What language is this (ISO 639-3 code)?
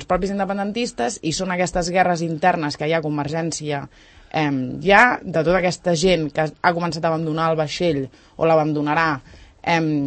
cat